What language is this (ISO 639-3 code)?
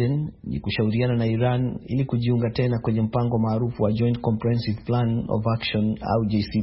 swa